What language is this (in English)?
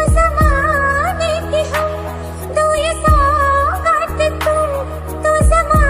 Hindi